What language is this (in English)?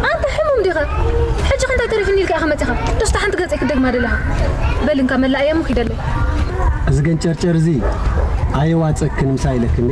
Tigrinya